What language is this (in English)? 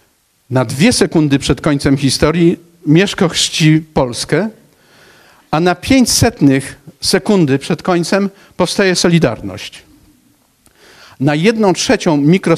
Polish